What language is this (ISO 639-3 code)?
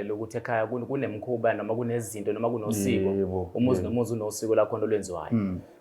zul